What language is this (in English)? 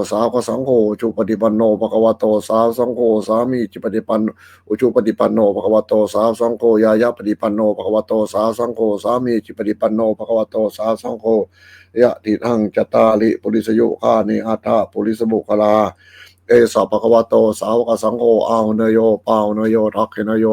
Pali